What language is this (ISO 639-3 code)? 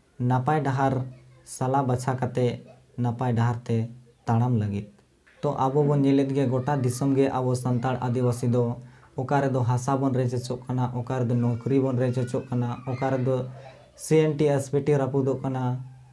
sat